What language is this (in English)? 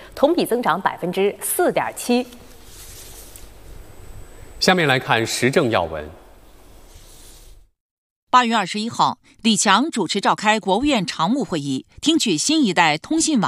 Chinese